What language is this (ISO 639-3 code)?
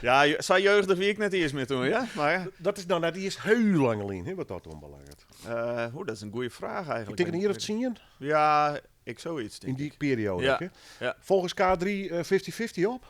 fry